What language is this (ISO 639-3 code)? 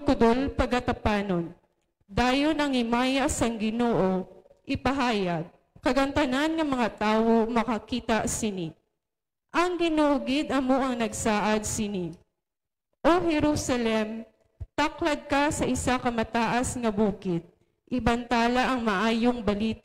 hil